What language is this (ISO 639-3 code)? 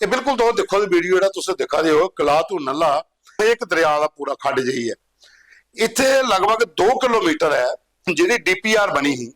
doi